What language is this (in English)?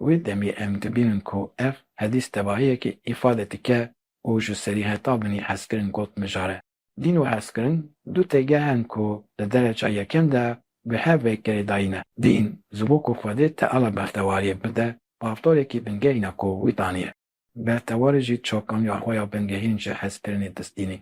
Kurdish